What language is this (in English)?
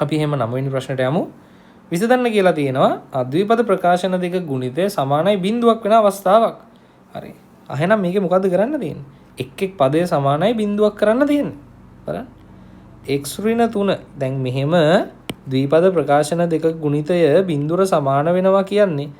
Sinhala